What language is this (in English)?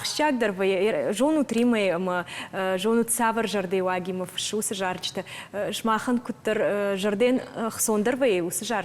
Ossetic